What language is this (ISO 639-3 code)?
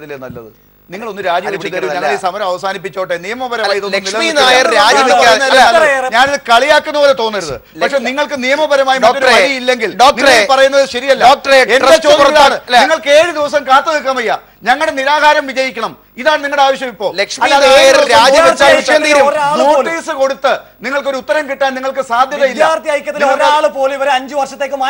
mal